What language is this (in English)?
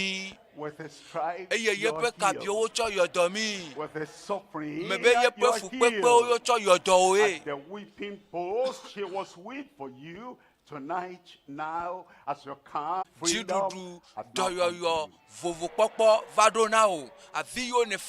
Ewe